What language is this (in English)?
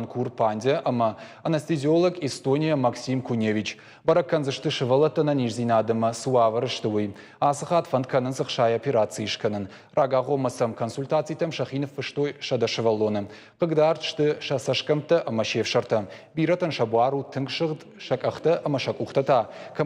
Ossetic